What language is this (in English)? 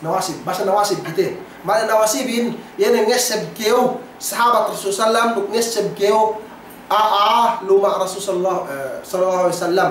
Yakan